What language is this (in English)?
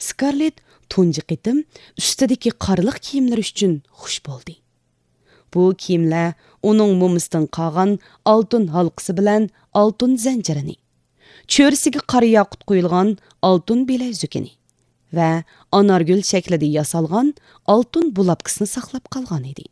Uyghur